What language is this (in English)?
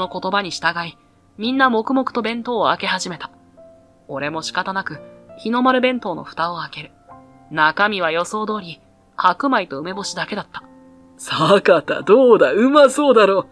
Japanese